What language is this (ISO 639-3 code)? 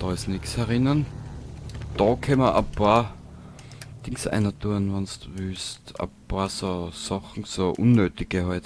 bar